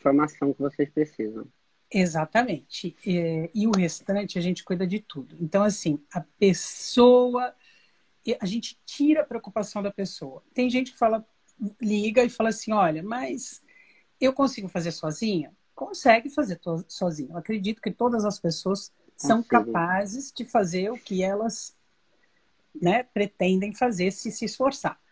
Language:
Portuguese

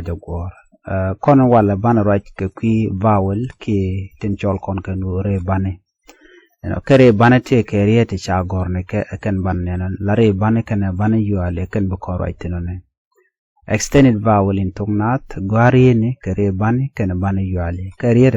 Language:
Nuer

